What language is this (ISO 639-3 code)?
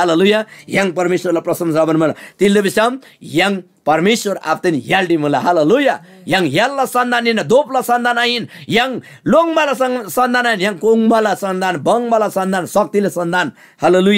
taj